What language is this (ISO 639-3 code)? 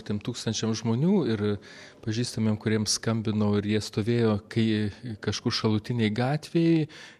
lit